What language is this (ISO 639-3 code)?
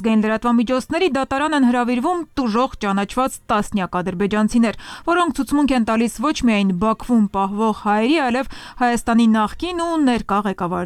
hye